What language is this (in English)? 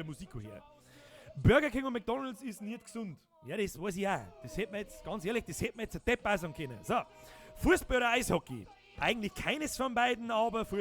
Bavarian